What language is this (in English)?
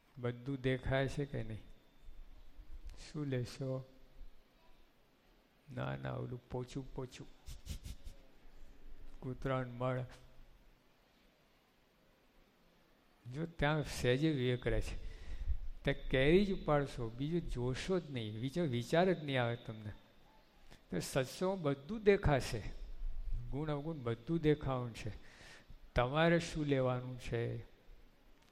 Gujarati